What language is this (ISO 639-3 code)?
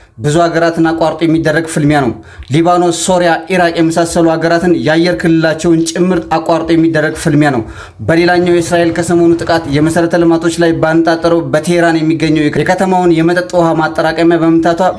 amh